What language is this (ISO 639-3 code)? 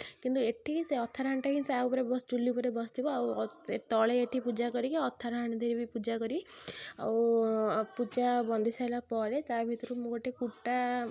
ori